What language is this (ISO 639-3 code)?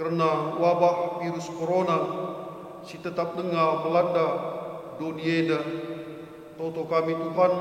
btx